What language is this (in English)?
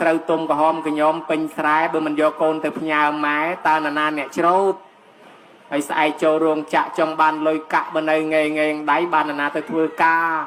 Khmer